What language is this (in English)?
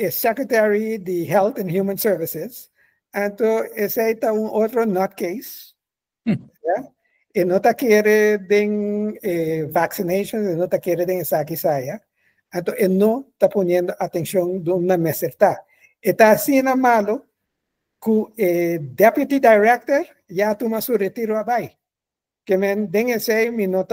Papiamento